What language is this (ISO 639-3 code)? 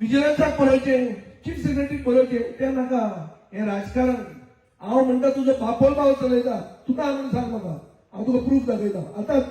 kok